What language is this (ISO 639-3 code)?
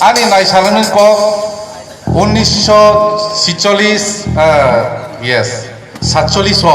trp